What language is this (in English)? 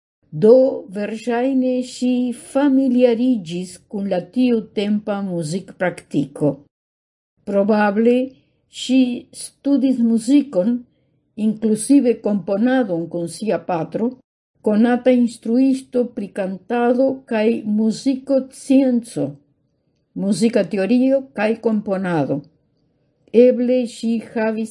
Esperanto